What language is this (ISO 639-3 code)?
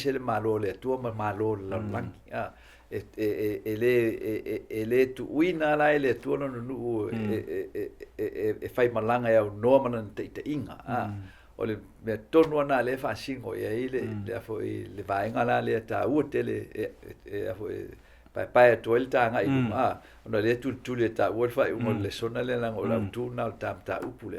smo